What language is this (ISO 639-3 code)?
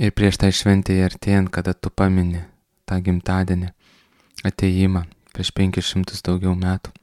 lit